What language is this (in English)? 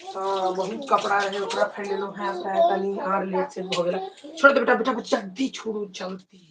Maithili